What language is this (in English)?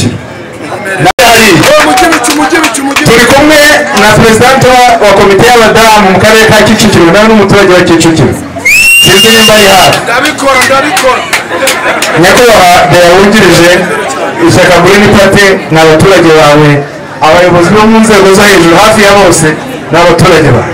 Kinyarwanda